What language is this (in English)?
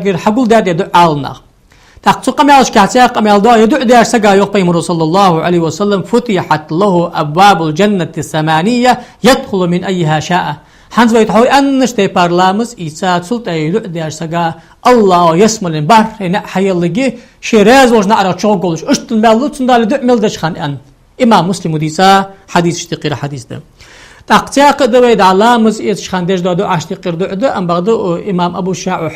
Ingush